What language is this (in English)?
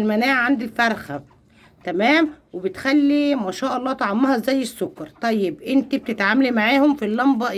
Egyptian Arabic